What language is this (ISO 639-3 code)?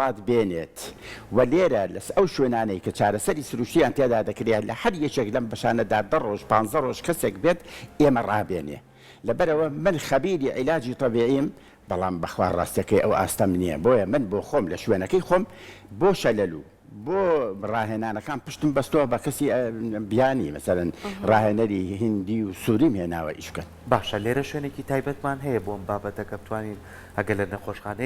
ckb